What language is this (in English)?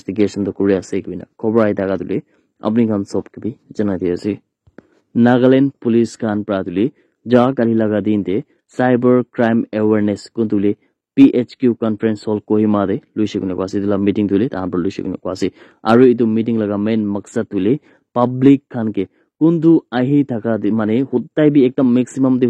Naga Pidgin